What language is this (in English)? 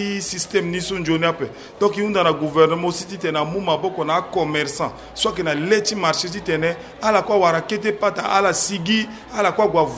Sango